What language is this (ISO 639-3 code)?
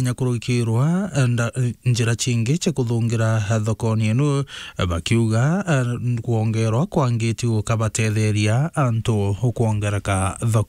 mer